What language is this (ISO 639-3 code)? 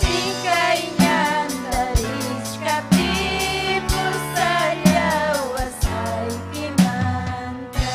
quy